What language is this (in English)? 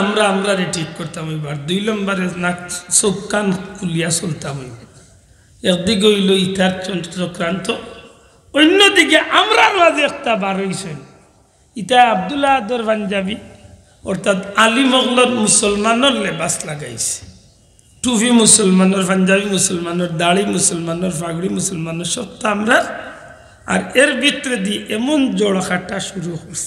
Sylheti